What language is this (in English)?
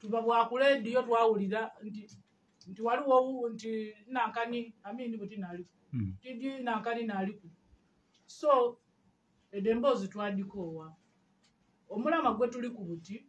Ganda